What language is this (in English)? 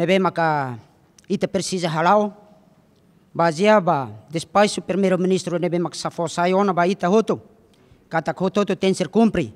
Tetum